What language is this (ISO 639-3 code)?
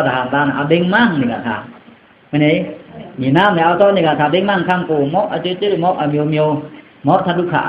blk